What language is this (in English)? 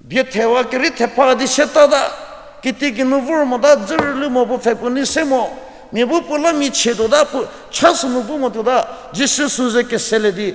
Angami Naga